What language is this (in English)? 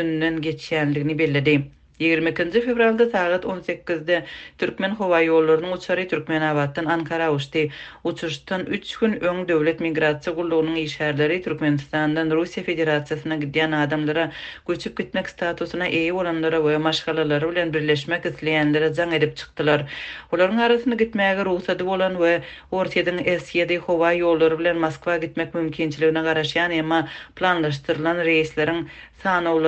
Turkmen